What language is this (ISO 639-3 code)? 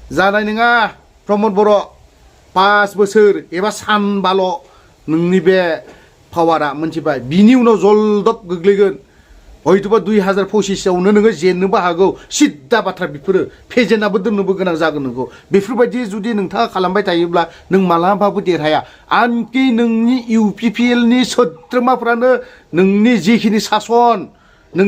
brx